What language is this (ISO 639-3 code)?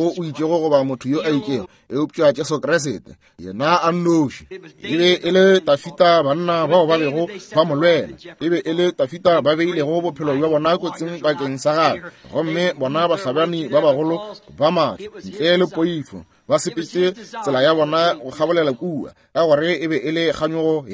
nso